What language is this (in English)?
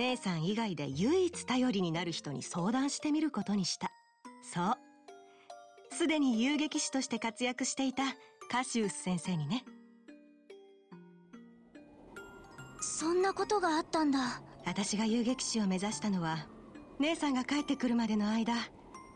Japanese